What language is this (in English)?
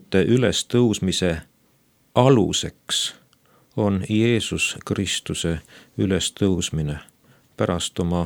Estonian